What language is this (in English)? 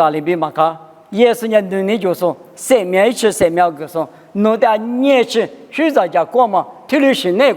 Lisu